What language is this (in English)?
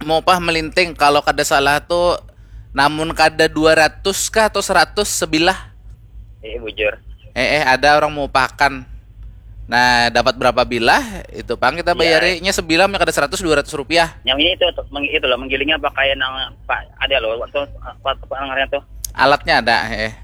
Banjar